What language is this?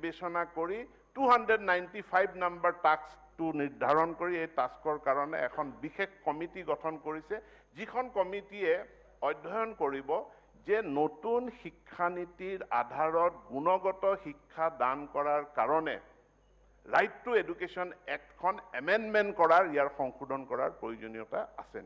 Assamese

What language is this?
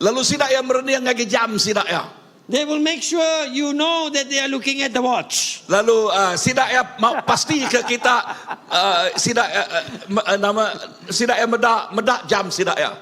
Iban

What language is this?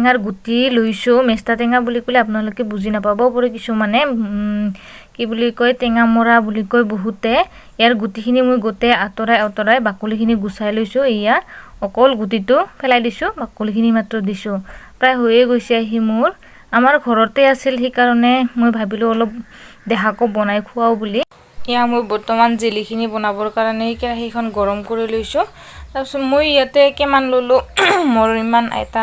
Assamese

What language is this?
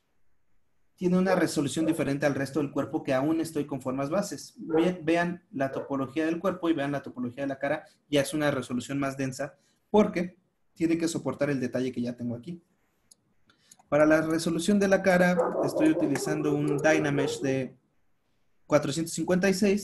Spanish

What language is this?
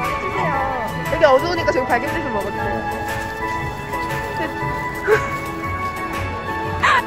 Korean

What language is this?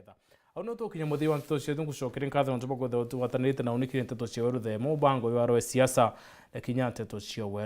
Meru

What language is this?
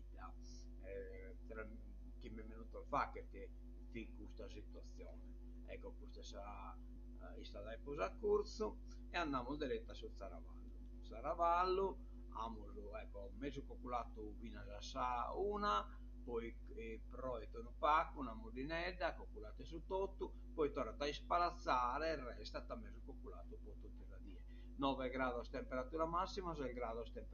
Sardinian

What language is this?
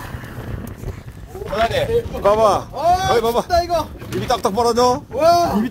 Korean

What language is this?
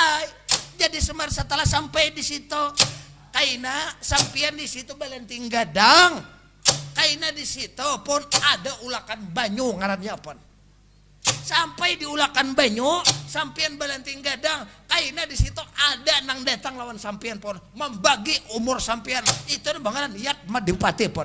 Banjar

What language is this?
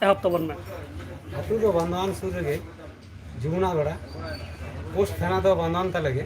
Santali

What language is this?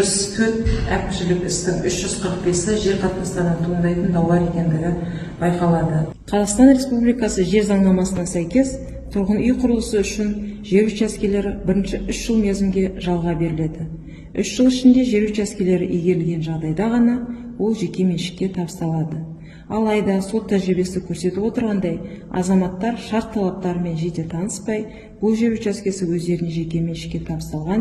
Kazakh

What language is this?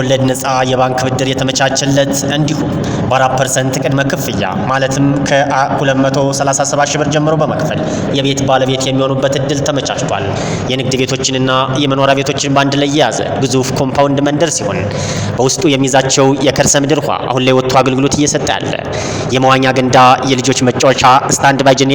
Amharic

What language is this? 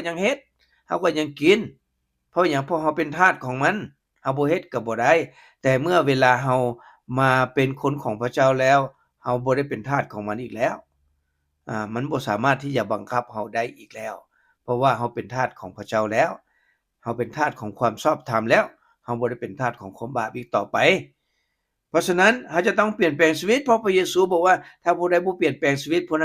Lao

